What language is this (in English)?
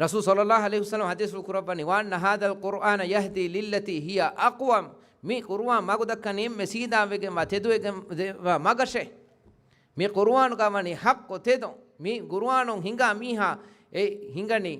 Divehi